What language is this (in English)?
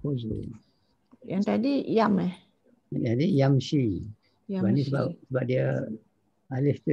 Malay